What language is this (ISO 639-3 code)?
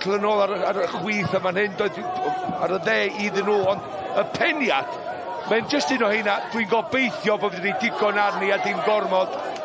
cym